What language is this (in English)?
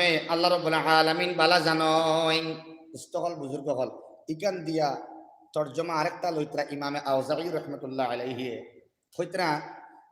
Sylheti